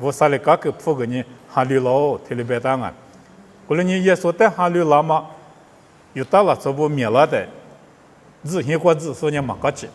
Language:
Lisu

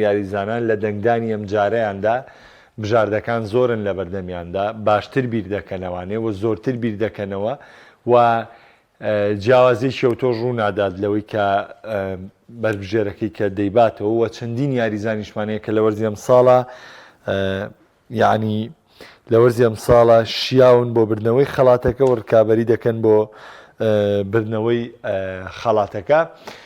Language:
Central Kurdish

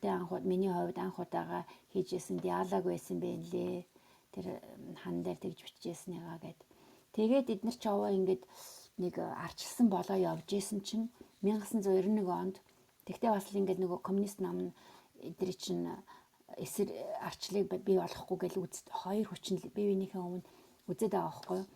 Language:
Mongolian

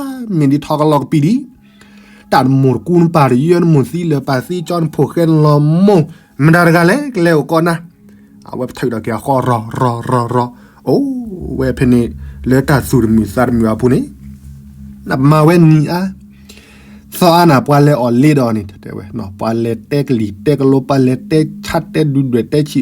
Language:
S'gaw Karen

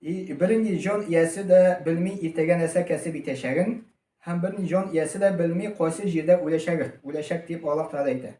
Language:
Tatar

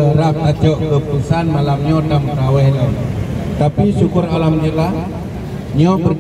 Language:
Achinese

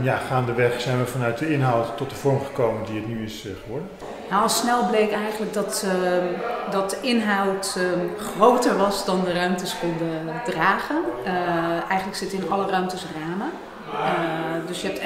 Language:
Dutch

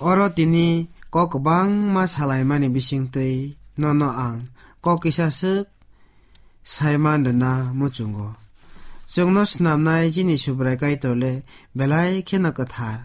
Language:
Kok Borok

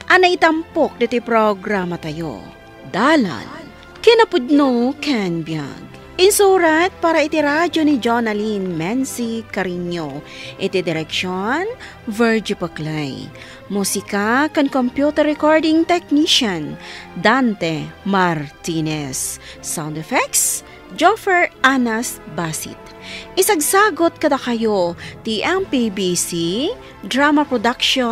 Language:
Iloko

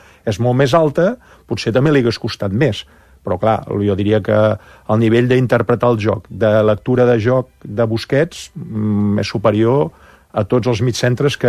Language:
Catalan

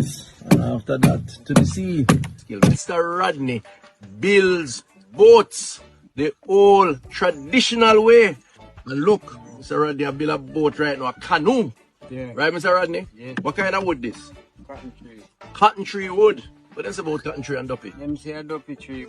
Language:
Jamaican Creole English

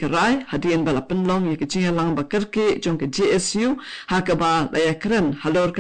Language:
Khasi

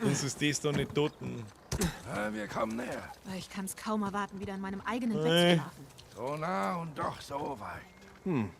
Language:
Bavarian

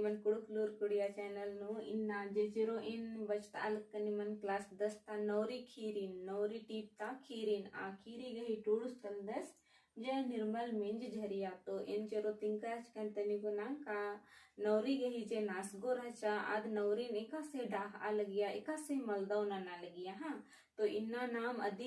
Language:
Kurukh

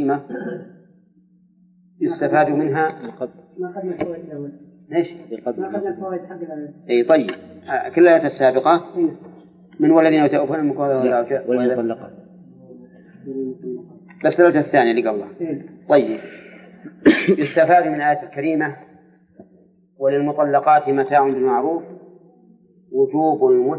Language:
Arabic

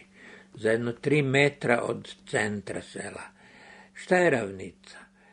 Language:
Serbian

